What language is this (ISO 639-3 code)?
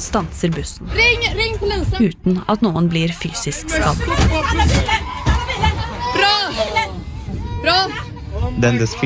nor